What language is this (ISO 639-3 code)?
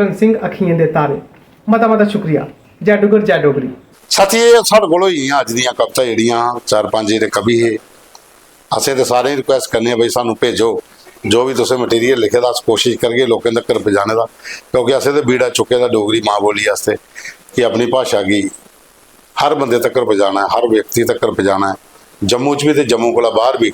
doi